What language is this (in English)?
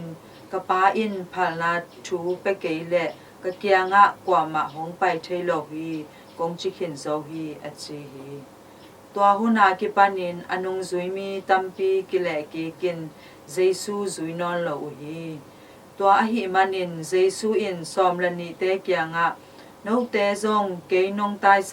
Tedim Chin